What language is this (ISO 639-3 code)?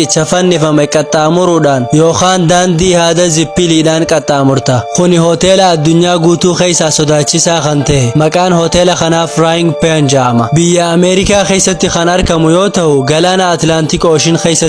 orm